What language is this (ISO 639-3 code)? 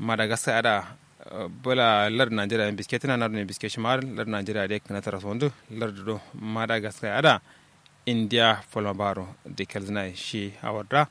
kau